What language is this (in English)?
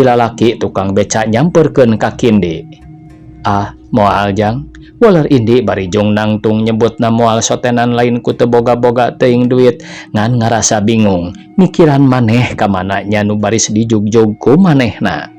Sundanese